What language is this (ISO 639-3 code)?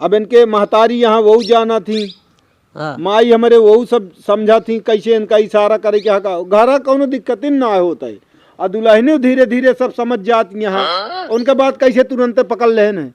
awa